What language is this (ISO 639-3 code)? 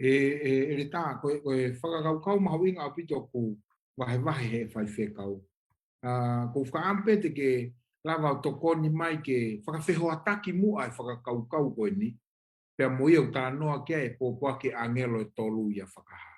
ton